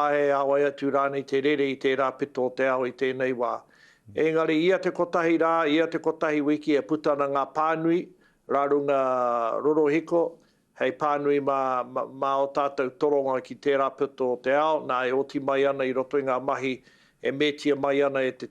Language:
Māori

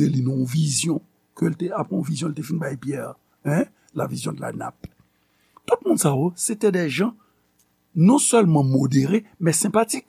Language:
Haitian Creole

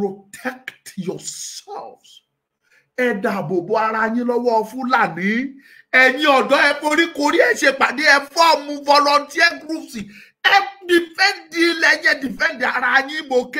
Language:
Yoruba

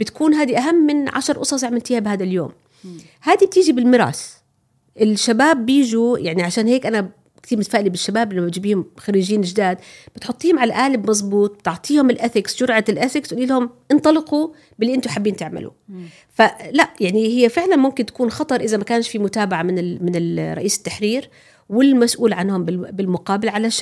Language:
North Levantine Arabic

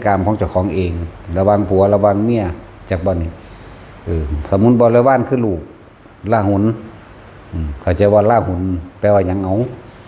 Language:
Northeastern Thai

